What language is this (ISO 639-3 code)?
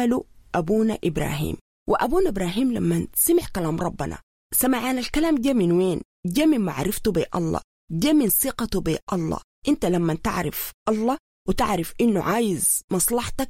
apd